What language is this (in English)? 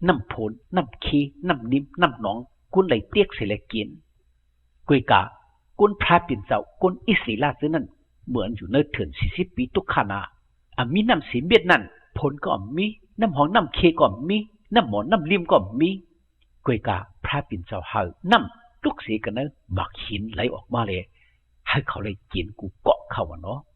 Shan